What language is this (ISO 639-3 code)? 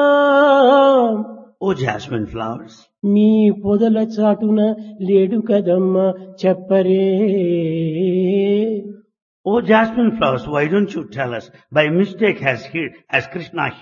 tel